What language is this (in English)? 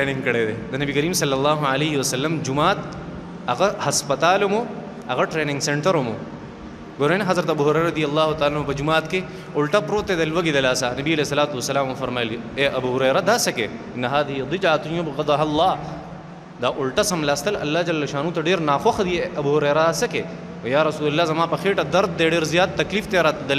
Pashto